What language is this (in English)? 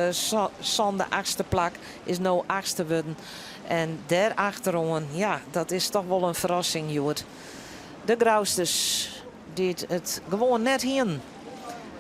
Western Frisian